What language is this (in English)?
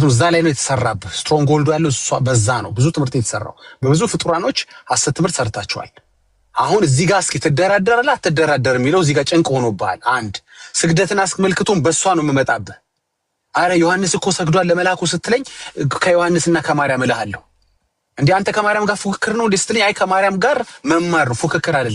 Amharic